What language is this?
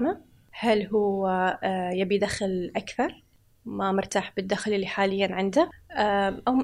Gulf Arabic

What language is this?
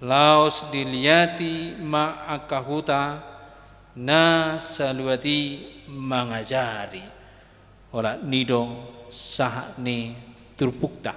Batak Toba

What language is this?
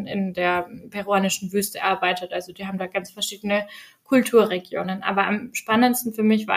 German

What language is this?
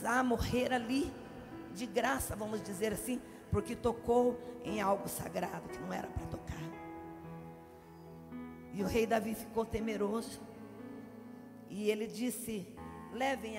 Portuguese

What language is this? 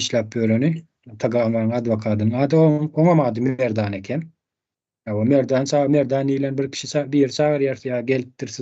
Turkmen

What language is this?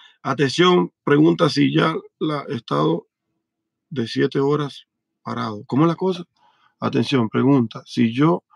Spanish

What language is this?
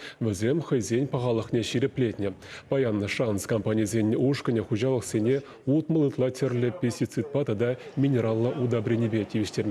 Chuvash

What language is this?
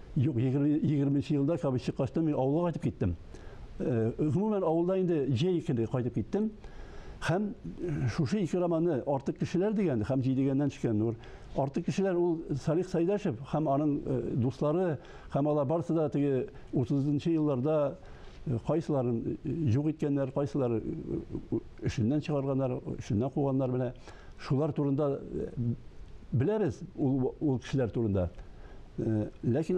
Tatar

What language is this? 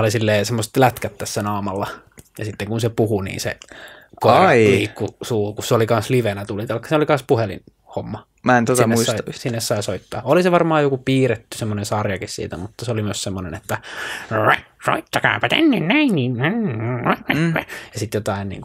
Finnish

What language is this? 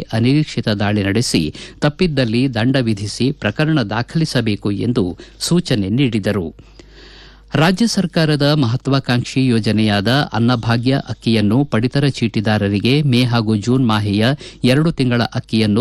Kannada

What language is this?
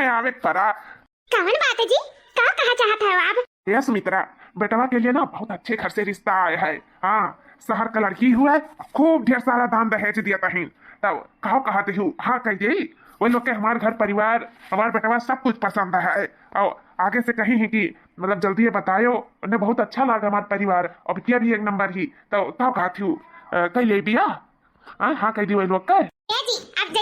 Awadhi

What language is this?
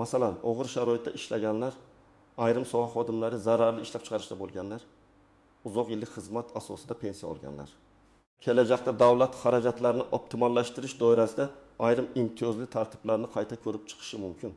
Uzbek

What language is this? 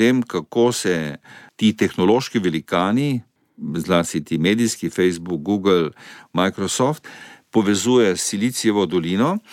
Slovenian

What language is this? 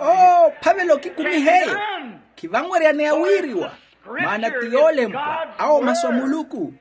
Makhuwa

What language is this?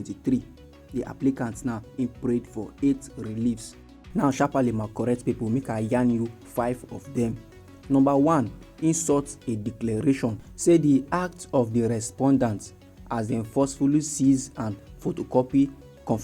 Nigerian Pidgin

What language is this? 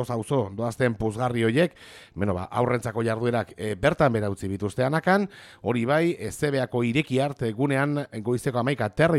Basque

